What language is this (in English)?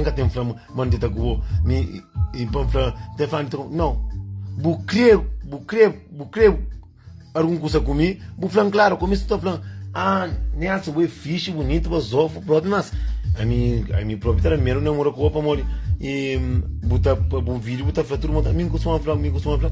Kabuverdianu